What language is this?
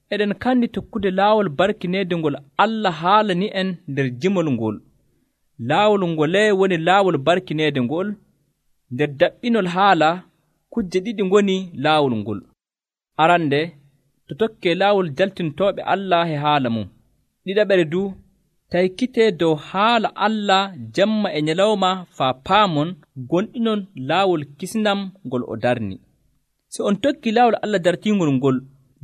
Nigerian Fulfulde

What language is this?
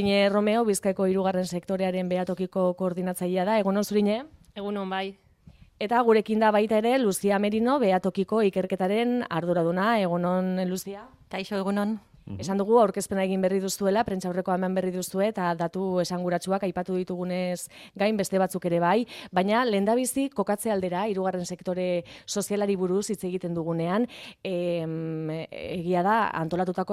Basque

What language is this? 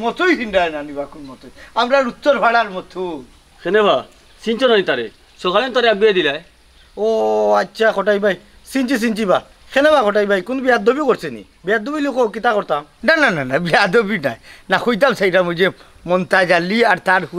Sylheti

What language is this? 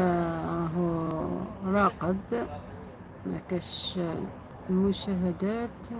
Algerian Arabic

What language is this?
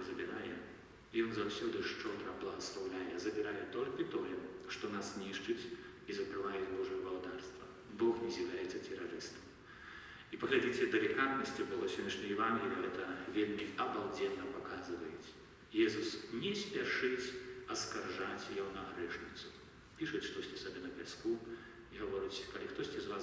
Belarusian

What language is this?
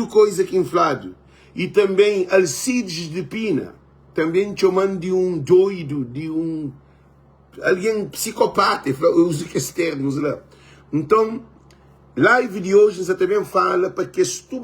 Kabuverdianu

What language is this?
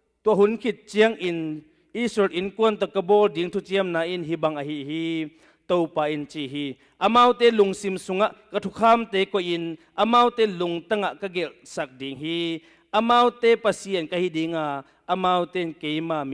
Tedim Chin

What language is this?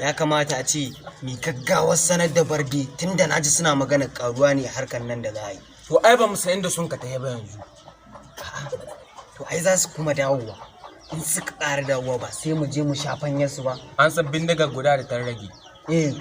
Hausa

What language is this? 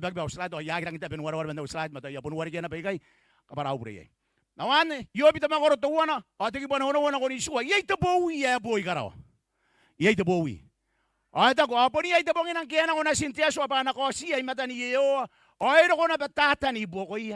Gilbertese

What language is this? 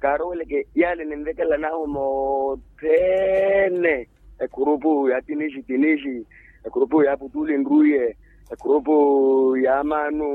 Makhuwa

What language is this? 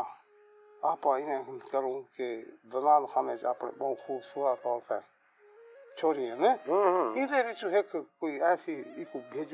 Saraiki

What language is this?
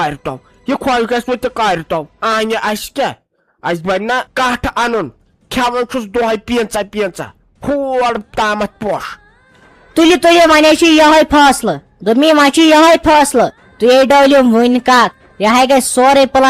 Kashmiri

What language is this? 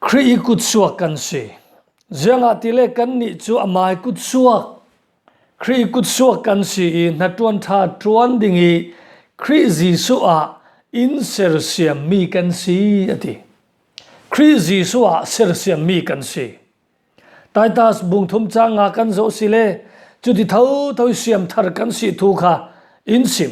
Falam Chin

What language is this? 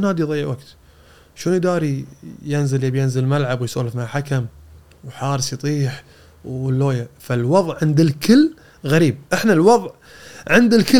Gulf Arabic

